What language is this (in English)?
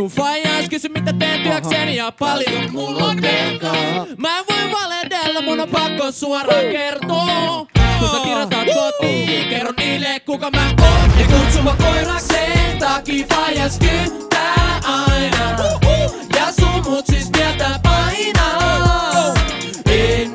Finnish